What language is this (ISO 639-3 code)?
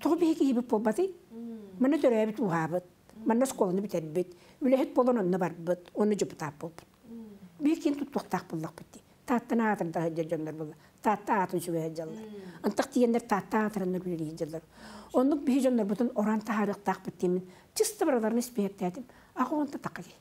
sah